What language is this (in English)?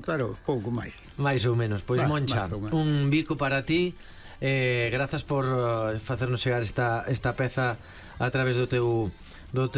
Galician